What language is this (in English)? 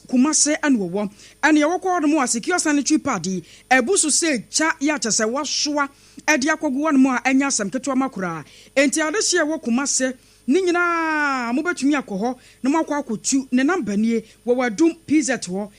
Akan